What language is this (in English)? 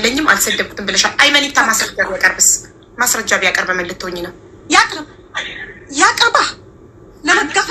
Amharic